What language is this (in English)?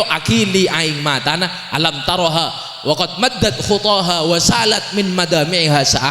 Madurese